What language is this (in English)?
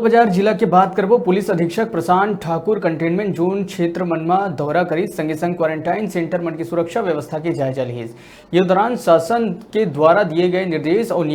Chhattisgarhi